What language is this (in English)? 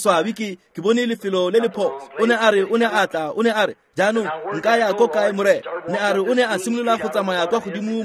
Tswana